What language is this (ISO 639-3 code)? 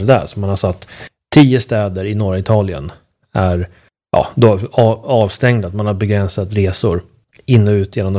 swe